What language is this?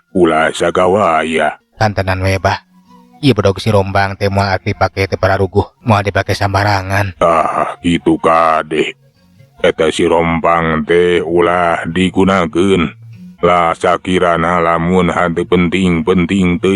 Sundanese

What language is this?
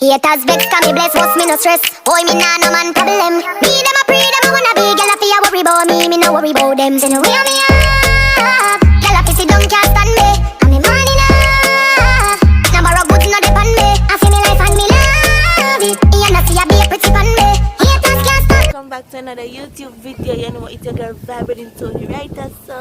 Jamaican Creole English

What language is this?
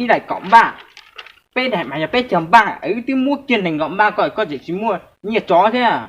Hmong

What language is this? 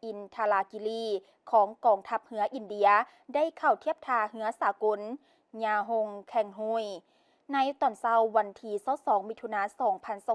Lao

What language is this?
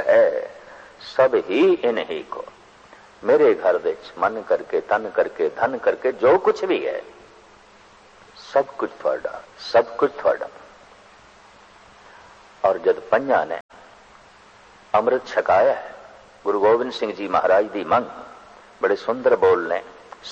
Punjabi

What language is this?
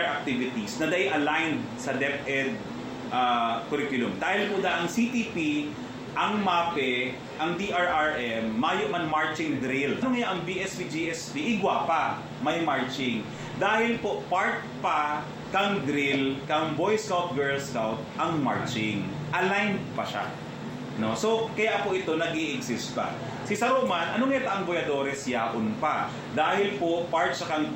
Bikol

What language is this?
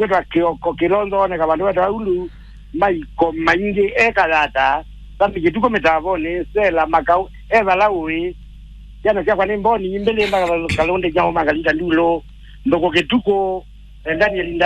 Kamba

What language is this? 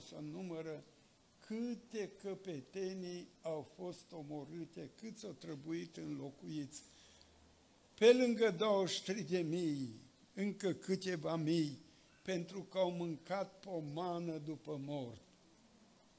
Romanian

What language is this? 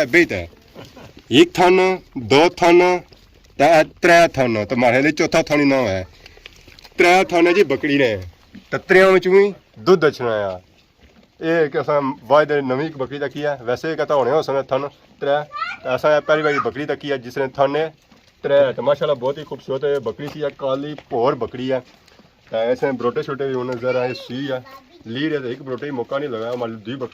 Pahari-Potwari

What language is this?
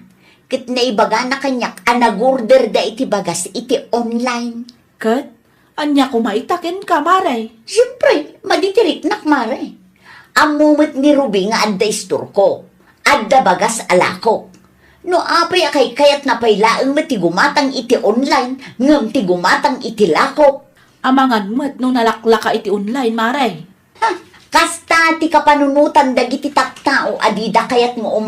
Iloko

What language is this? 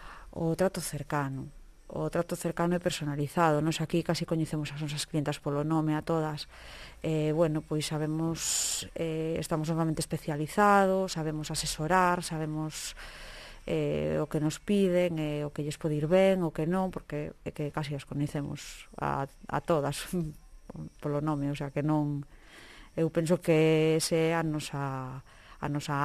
Galician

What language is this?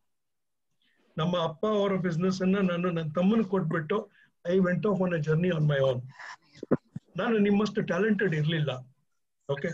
Kannada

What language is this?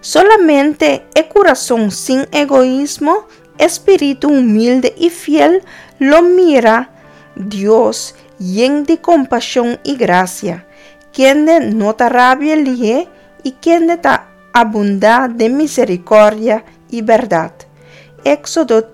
Papiamento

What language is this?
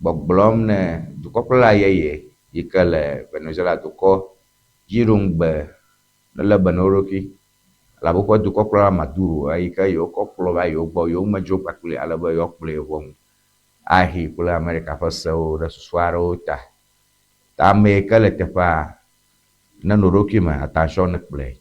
Ewe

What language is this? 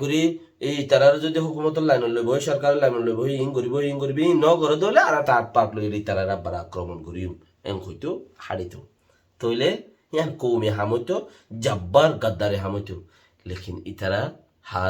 Rohingya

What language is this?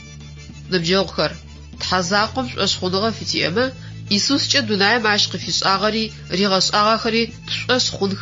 Adyghe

